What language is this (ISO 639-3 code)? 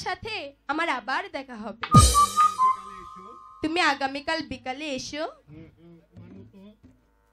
ben